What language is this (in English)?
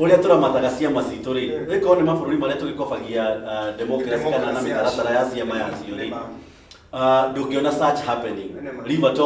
Kikuyu